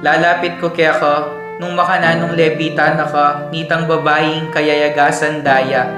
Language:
Pampanga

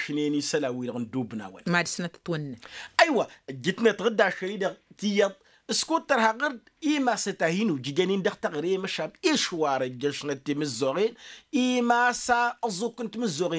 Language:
Tamasheq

